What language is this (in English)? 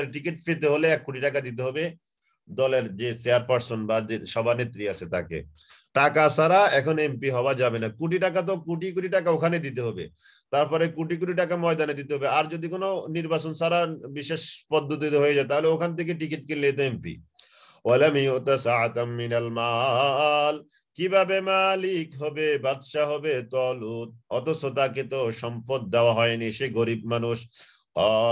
Bangla